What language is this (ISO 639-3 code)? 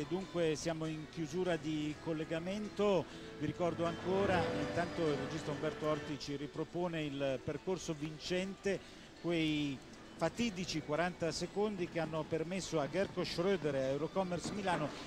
ita